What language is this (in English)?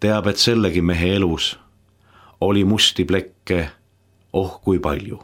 Estonian